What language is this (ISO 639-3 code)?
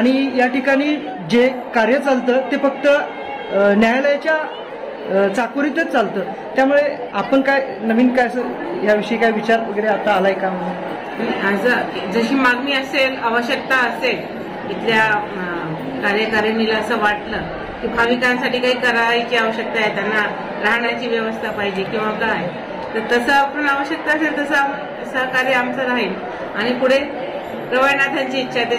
mar